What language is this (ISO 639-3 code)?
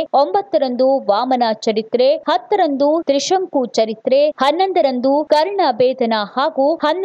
kan